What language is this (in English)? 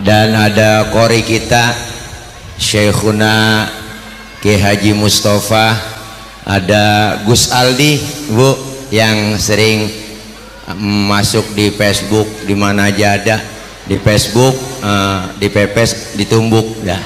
Betawi